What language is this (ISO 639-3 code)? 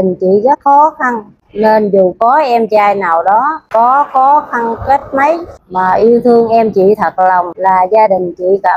vie